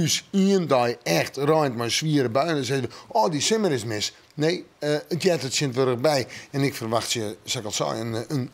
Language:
Western Frisian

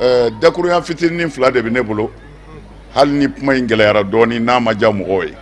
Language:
Bambara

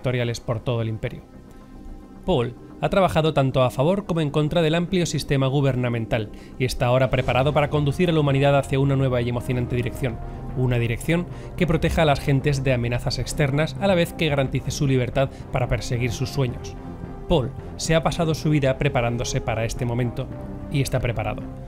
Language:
Spanish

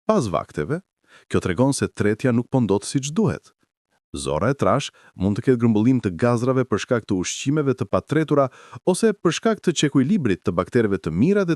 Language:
Albanian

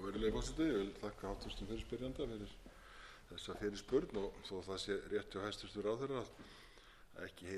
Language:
Icelandic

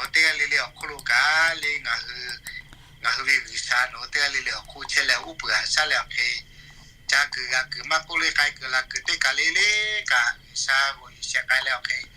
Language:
Lahu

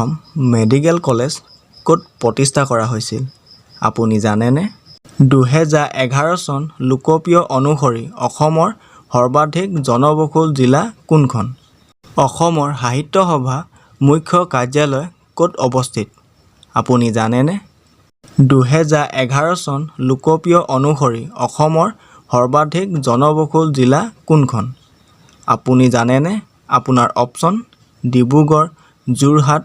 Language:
Assamese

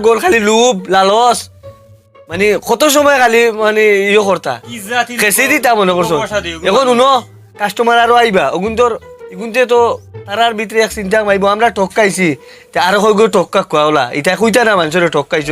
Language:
Sylheti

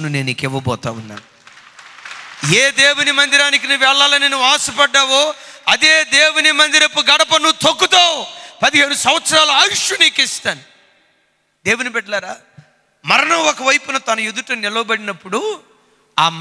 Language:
Telugu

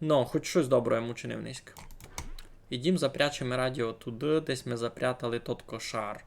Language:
Rusyn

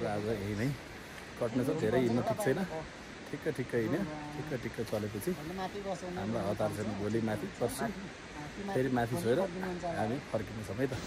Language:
Nepali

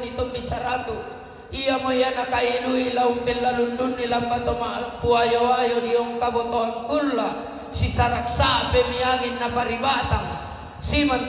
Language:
Toraja-Sa'dan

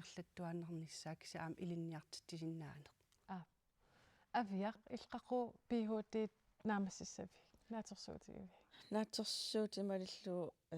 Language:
Kalaallisut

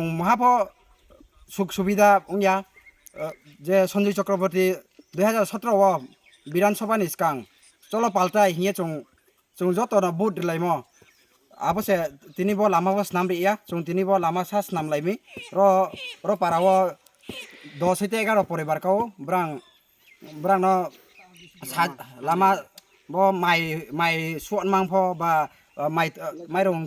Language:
Kok Borok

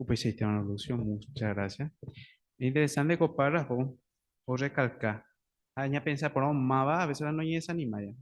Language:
Guarani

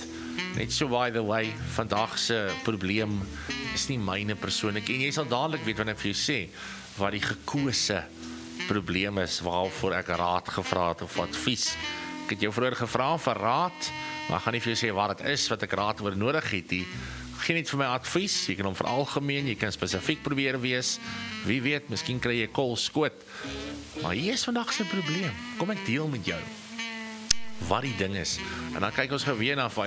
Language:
Afrikaans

